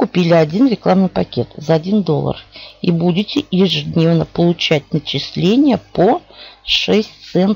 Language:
Russian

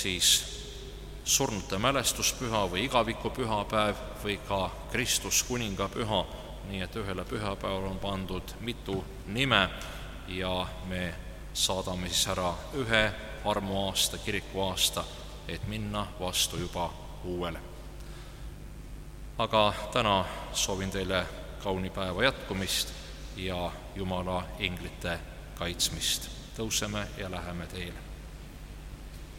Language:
Estonian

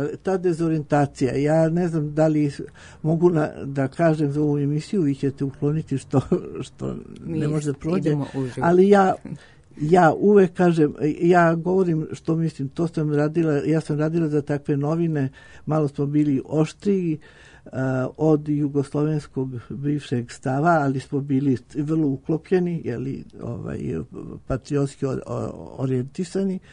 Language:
Serbian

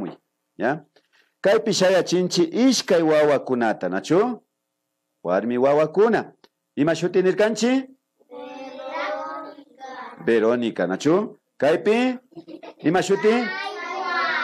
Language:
Imbabura Highland Quichua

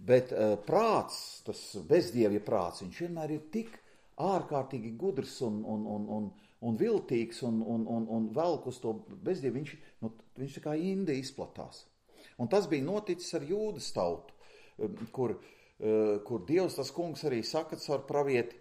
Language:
Latvian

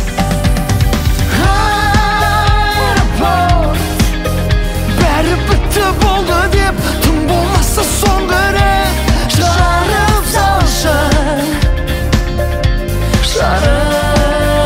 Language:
Kazakh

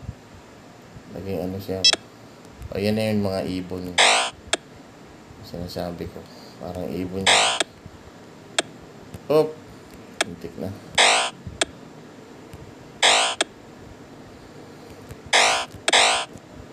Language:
Filipino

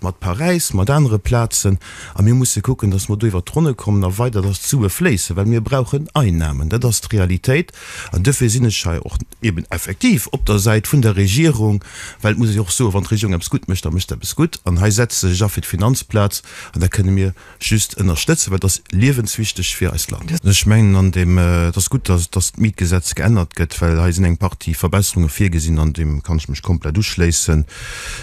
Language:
Luxembourgish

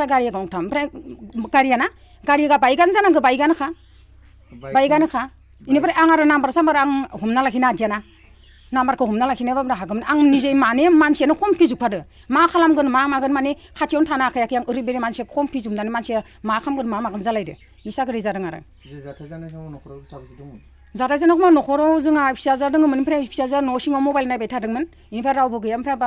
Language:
Bodo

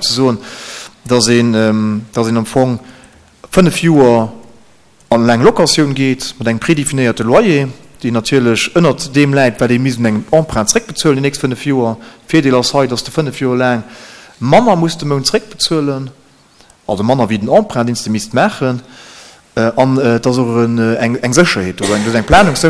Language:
Luxembourgish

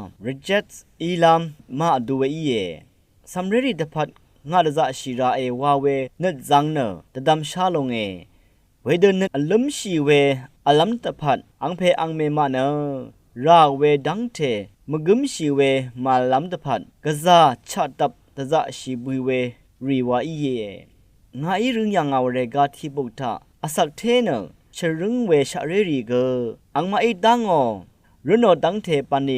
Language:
Rawang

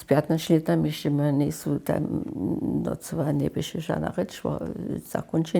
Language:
Upper Sorbian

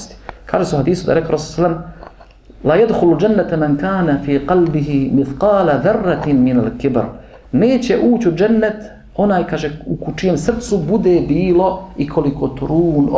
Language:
Bosnian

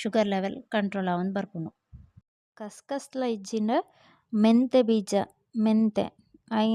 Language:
Tulu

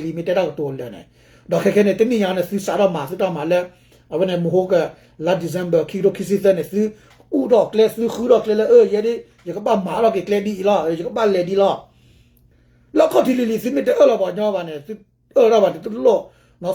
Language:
S'gaw Karen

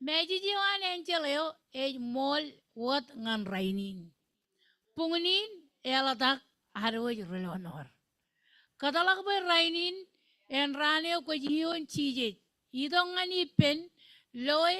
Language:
Marshallese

